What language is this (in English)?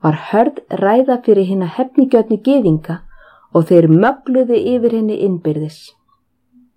Icelandic